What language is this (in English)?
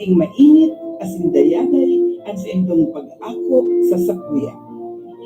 Bikol